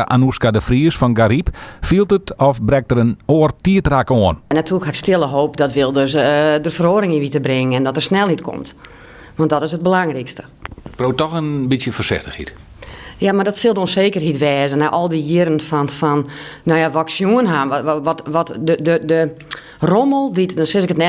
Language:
Western Frisian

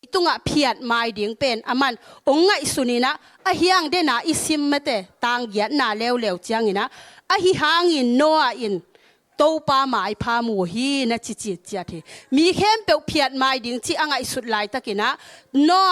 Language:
Tedim Chin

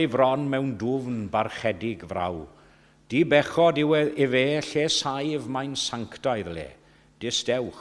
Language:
Welsh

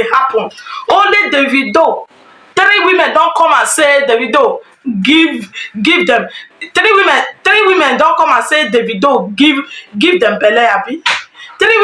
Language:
Nigerian Pidgin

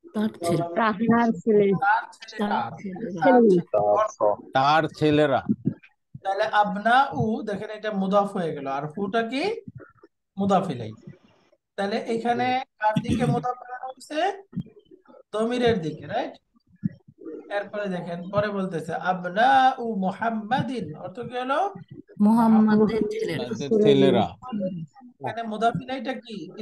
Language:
Bangla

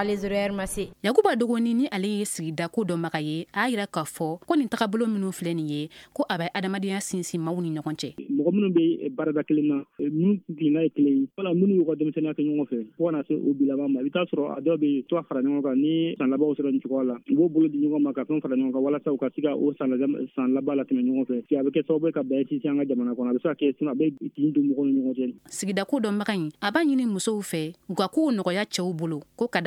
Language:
Bambara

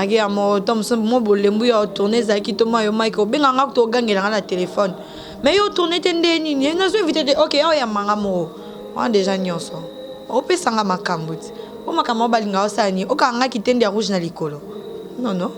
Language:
Lingala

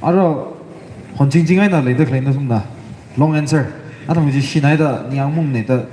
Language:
Tangkhul Naga (India)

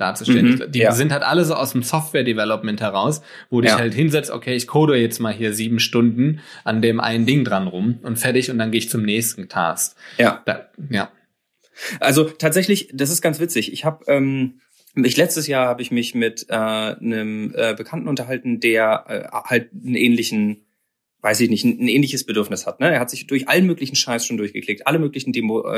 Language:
German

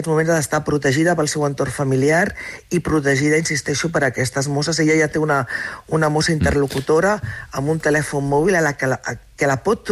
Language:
Catalan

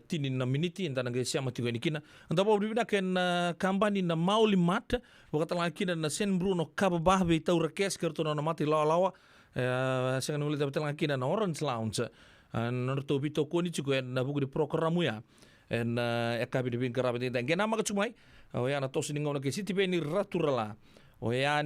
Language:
Fijian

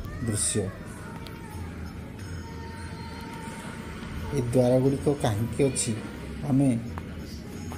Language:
Odia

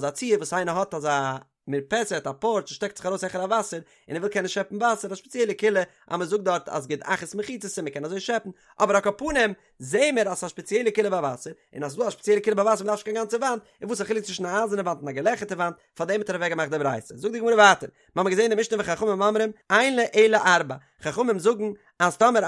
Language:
Yiddish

